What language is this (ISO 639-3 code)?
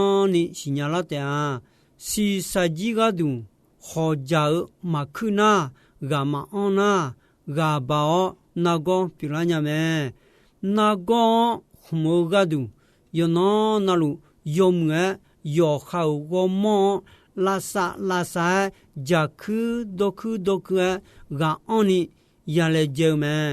ahk